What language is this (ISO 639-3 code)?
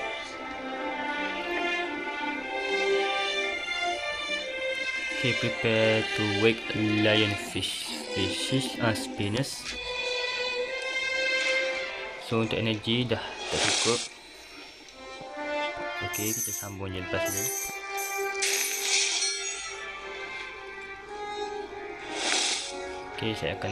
msa